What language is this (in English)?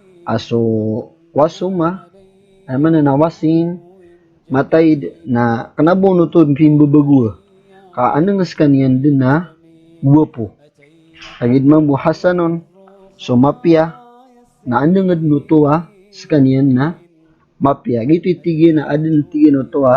Maranao